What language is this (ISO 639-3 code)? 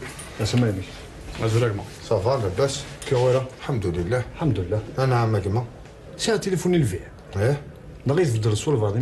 kab